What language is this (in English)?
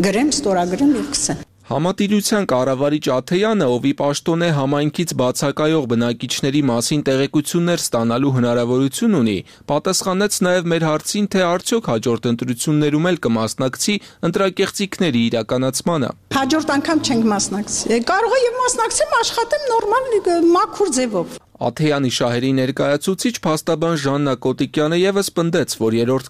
Armenian